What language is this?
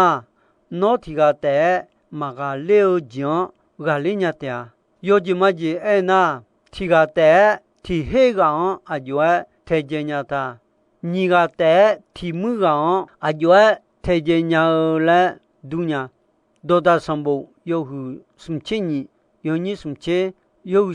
Akha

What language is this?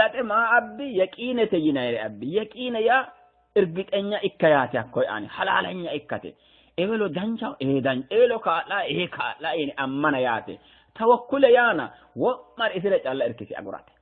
Sidamo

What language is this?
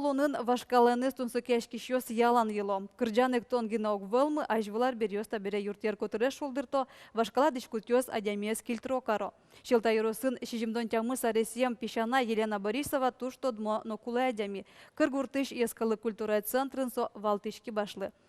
Udmurt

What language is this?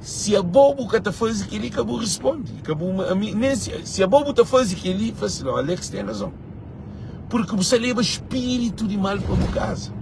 Kabuverdianu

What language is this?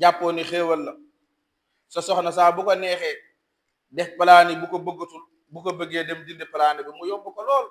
Wolof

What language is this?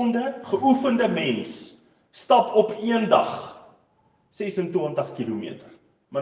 Afrikaans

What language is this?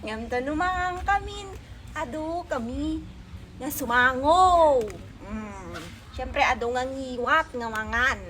Iloko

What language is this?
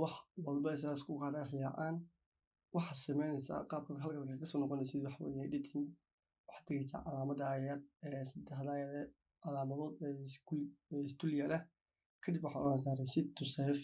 Somali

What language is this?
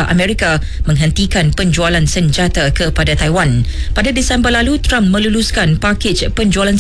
Malay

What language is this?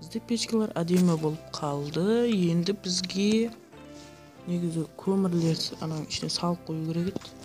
Kara-Kalpak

